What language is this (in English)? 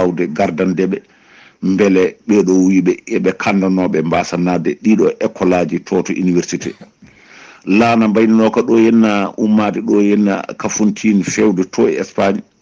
Fula